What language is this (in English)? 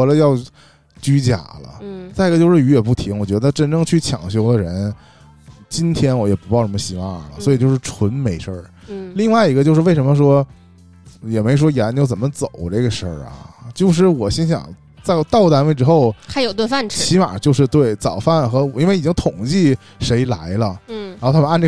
Chinese